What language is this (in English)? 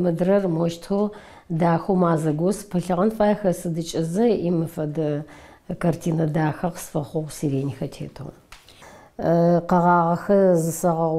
Adyghe